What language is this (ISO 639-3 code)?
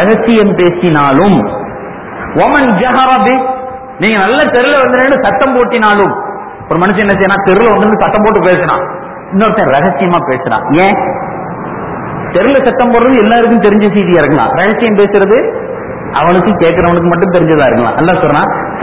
tam